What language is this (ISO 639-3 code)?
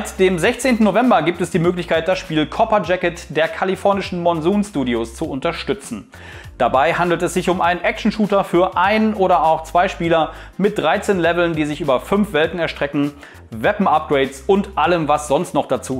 deu